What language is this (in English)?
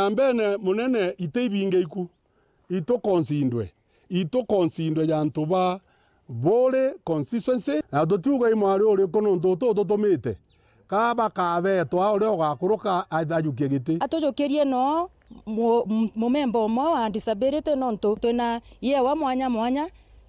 Meru